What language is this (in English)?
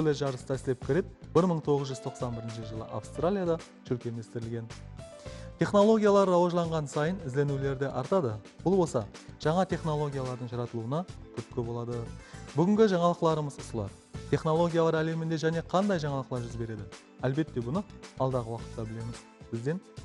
Kara-Kalpak